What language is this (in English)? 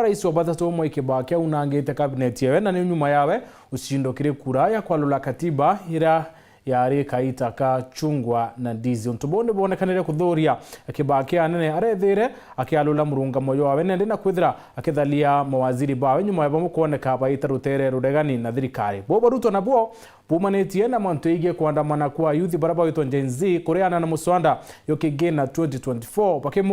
Meru